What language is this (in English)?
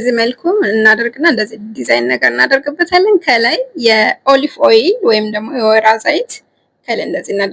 Amharic